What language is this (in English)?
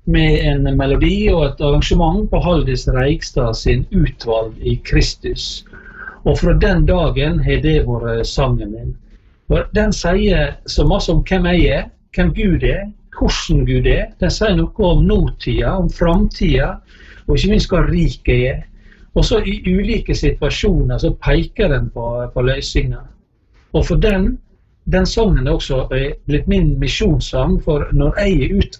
Norwegian